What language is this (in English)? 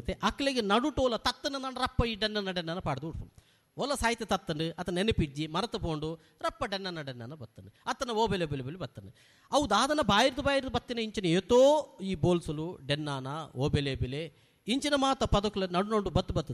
Tulu